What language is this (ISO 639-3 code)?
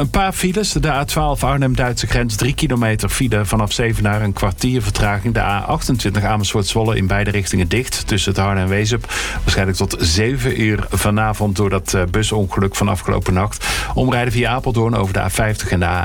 nld